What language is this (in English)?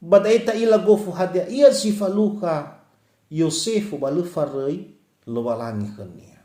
Nias